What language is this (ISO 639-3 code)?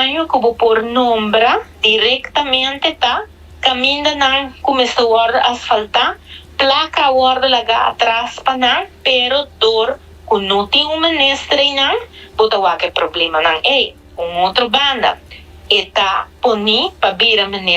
pap